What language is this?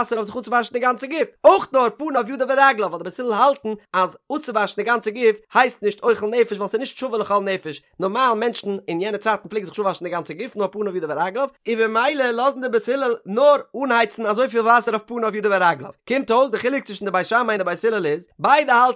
Yiddish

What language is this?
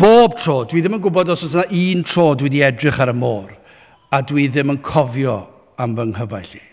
Welsh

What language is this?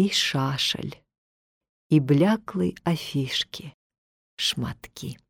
Belarusian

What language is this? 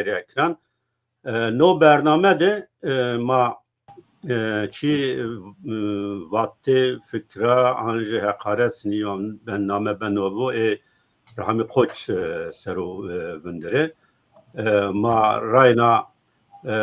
Zaza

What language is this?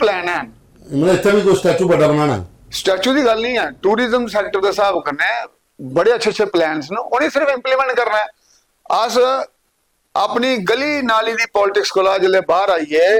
Dogri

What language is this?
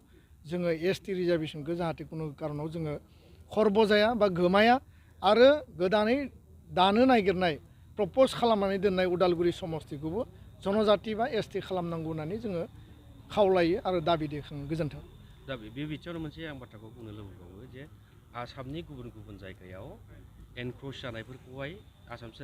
Bodo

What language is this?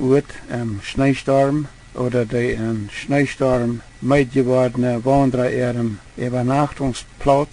Plautdietsch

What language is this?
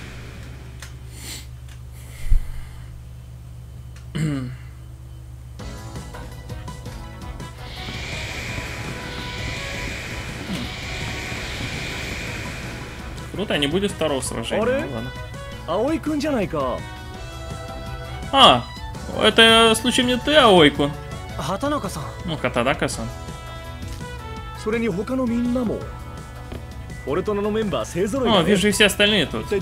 Russian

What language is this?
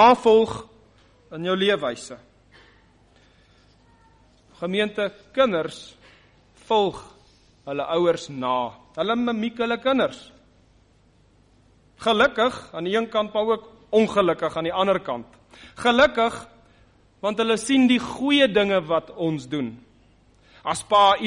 Afrikaans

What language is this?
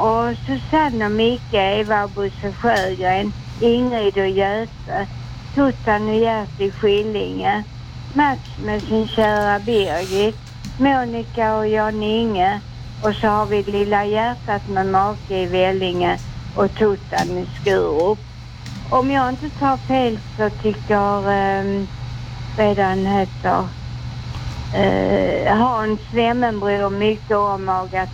Swedish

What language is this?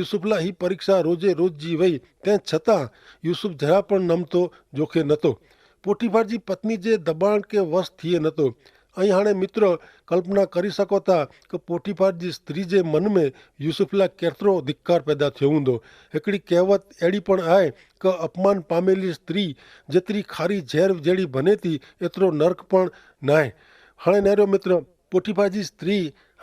Kachhi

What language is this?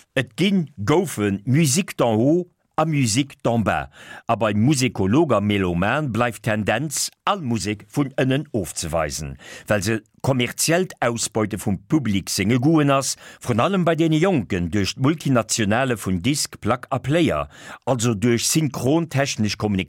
Luxembourgish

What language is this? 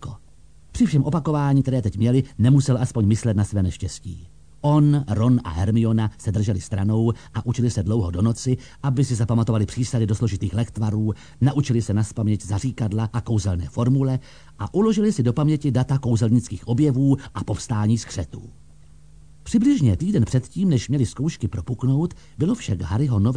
Czech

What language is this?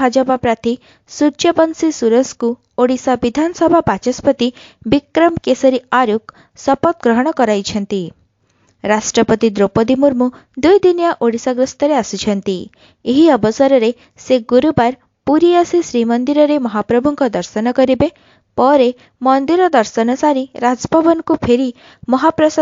Odia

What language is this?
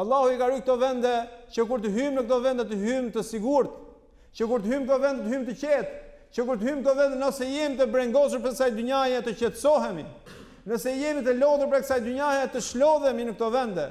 Albanian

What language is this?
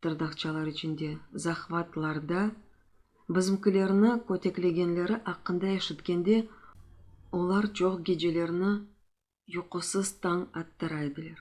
Crimean Tatar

